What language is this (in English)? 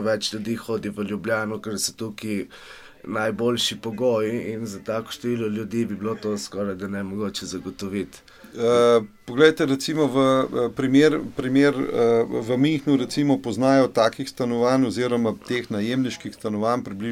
Slovenian